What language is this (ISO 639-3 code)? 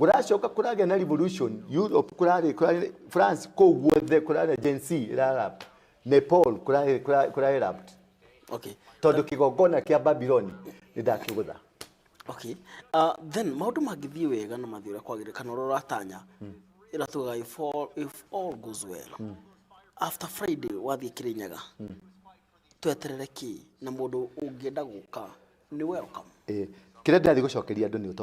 kik